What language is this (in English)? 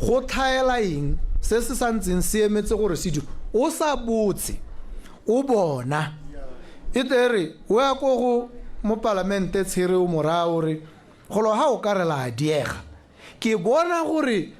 Tswana